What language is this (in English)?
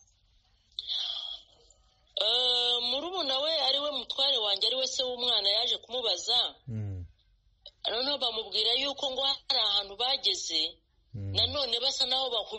Kinyarwanda